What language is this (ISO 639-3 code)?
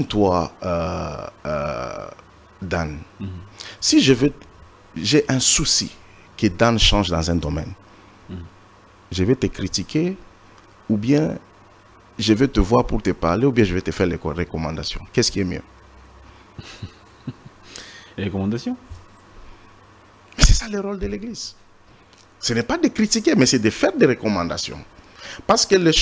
fra